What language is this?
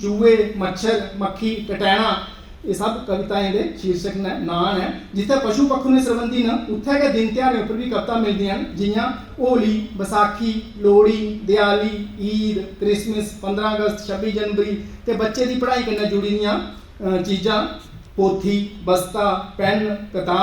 Dogri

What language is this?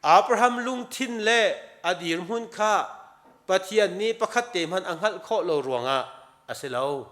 Hakha Chin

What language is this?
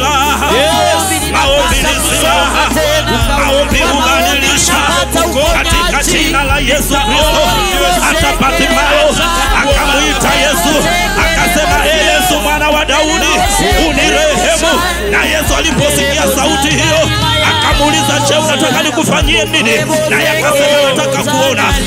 Swahili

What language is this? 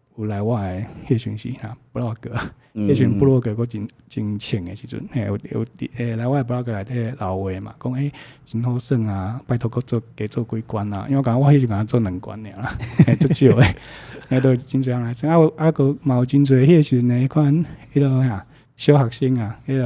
Min Nan Chinese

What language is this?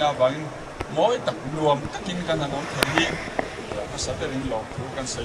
Mizo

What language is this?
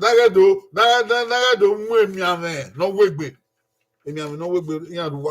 Bini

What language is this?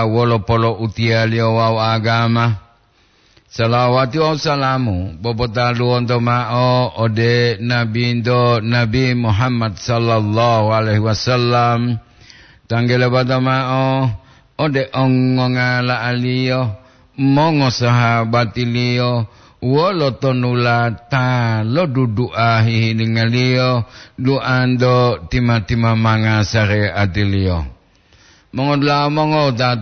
Gorontalo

